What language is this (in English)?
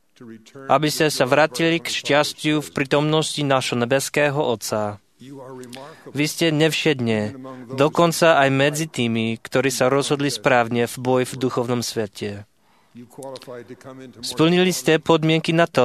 Slovak